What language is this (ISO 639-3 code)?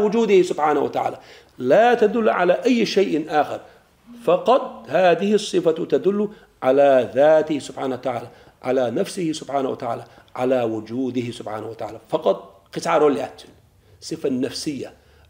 che